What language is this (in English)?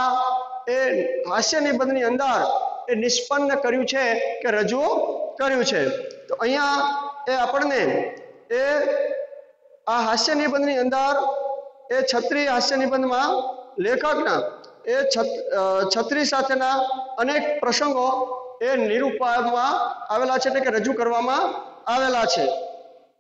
Gujarati